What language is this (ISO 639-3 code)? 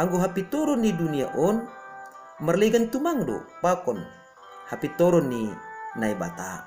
bts